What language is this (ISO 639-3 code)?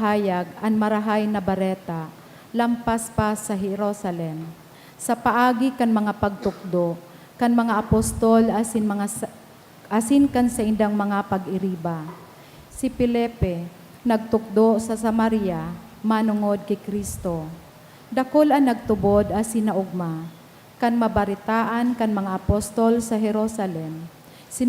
bik